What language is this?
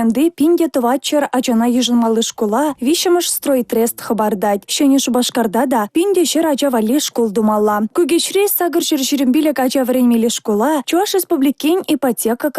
Chuvash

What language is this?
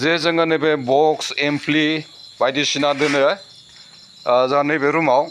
Bodo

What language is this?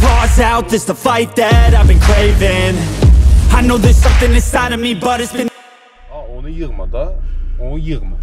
South Azerbaijani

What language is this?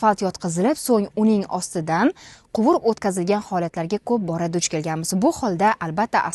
Uzbek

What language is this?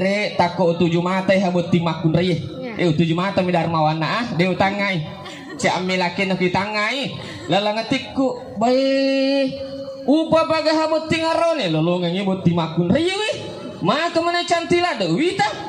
Buginese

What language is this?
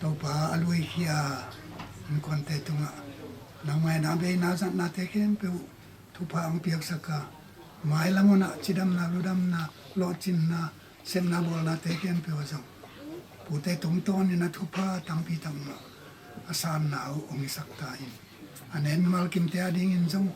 Tedim Chin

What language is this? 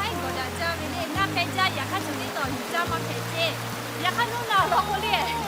Lahu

